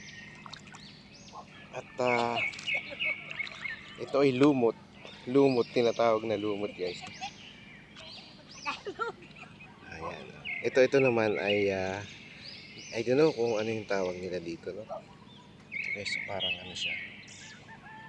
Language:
Filipino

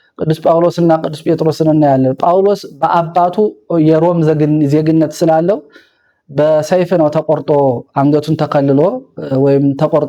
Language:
Amharic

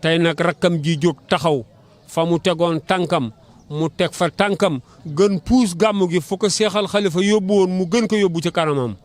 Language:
Wolof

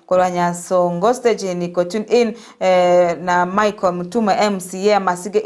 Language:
Gusii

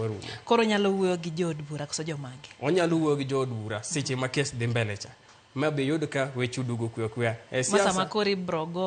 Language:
Luo (Kenya and Tanzania)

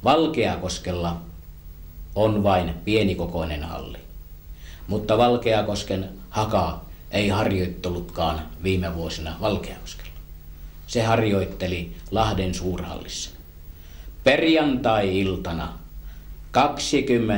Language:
Finnish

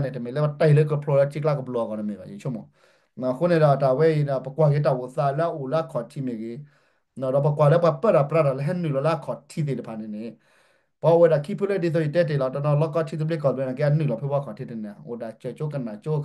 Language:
S'gaw Karen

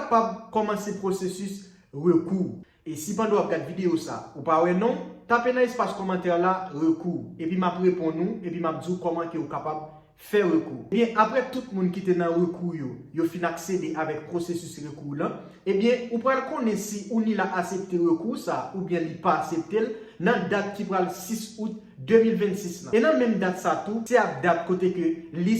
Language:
Haitian Creole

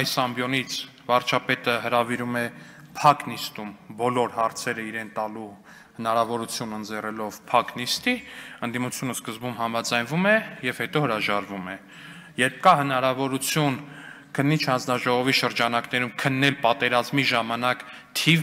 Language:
Armenian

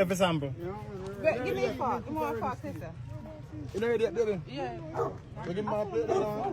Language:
Jamaican Creole English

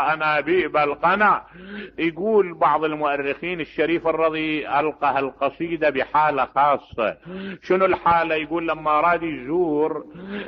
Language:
Mesopotamian Arabic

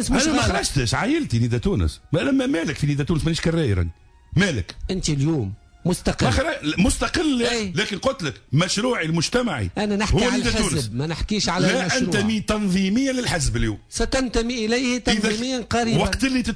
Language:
Tunisian Arabic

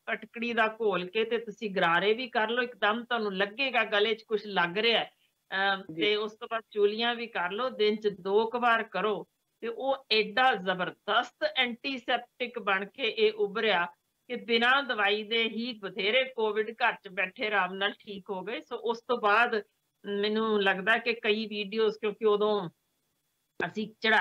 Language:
Punjabi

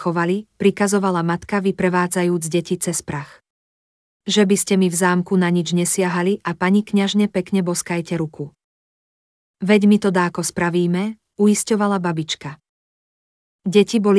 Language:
Slovak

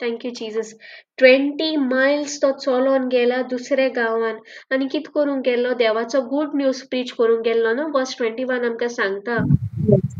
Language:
Konkani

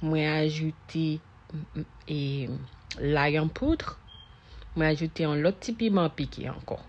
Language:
Haitian Creole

